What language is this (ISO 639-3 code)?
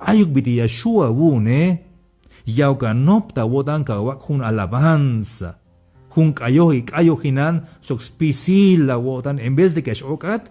tzh